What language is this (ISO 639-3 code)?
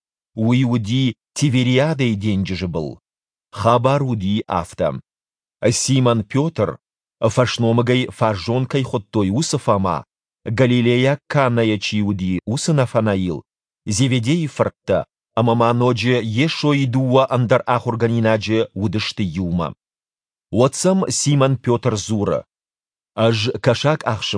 oss